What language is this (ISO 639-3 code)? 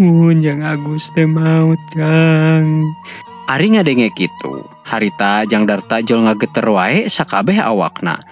sun